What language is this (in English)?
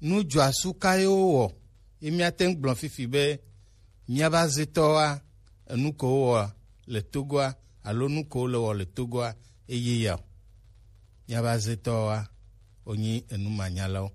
Gen